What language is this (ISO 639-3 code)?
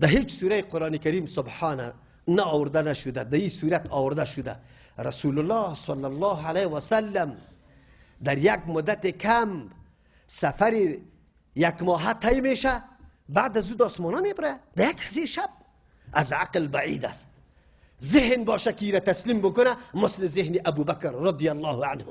fas